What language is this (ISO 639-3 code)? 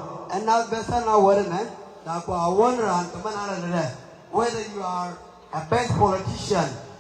nus